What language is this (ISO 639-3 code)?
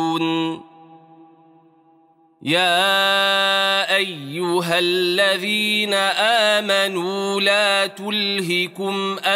ara